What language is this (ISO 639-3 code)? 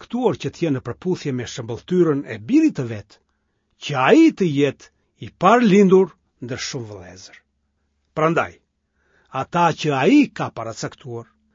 sqi